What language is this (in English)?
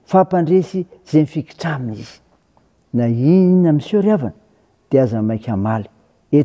Malagasy